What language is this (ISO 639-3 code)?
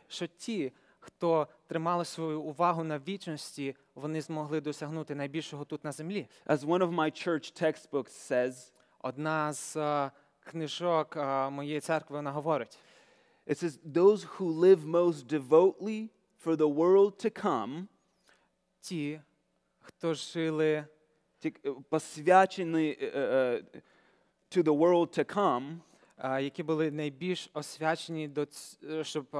ukr